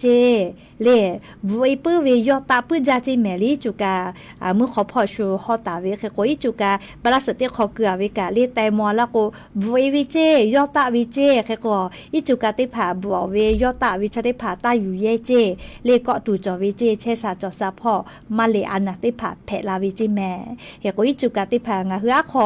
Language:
Lahu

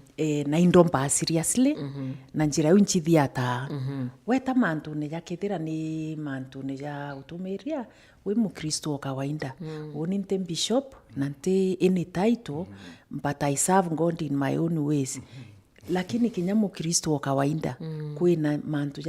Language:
Meru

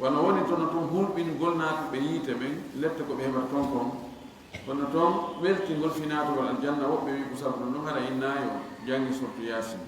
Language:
Fula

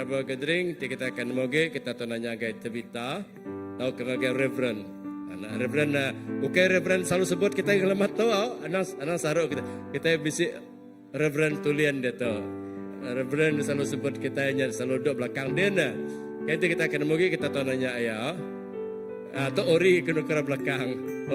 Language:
Iban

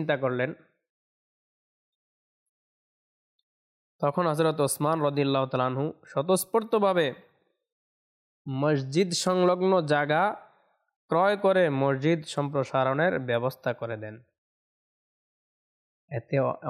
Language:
Bangla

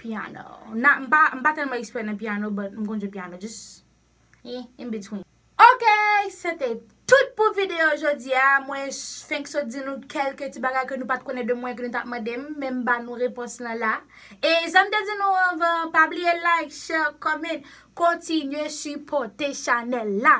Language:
Haitian Creole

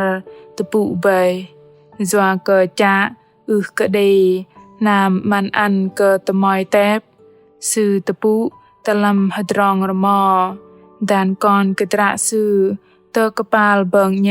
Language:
Bahnar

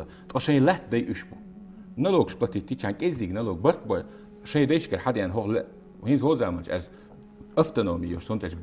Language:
Chechen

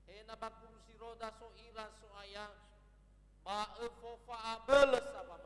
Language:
Nias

